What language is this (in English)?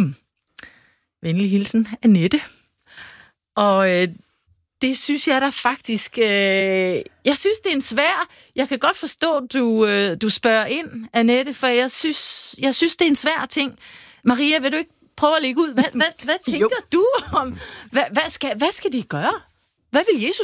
Danish